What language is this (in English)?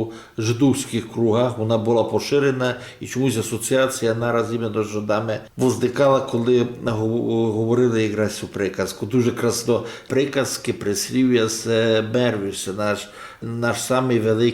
Rusyn